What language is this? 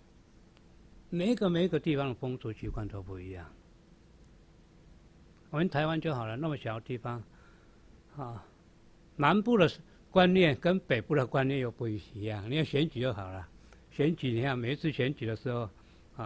Chinese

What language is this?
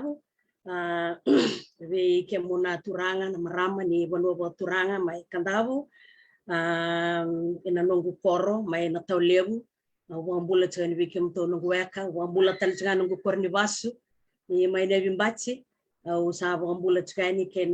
Fijian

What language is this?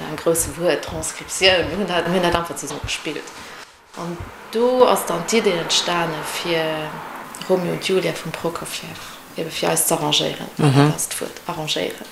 Luxembourgish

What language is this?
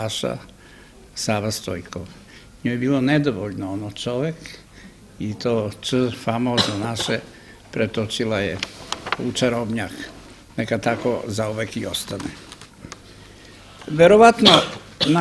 Serbian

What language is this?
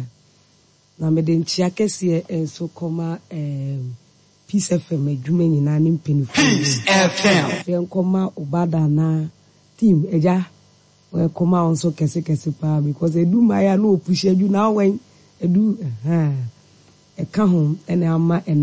Akan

